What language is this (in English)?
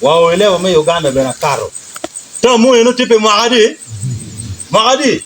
Acoli